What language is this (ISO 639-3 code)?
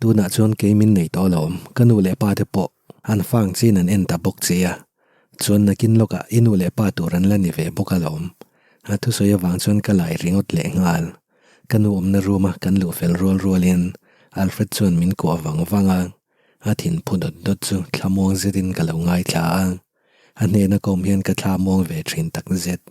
lus